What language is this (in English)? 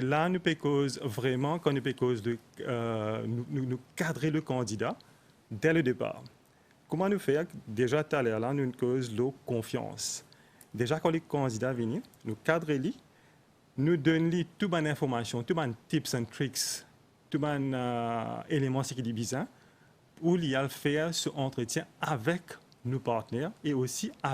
Morisyen